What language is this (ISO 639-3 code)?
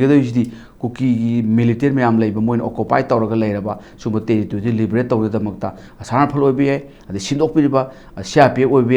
mni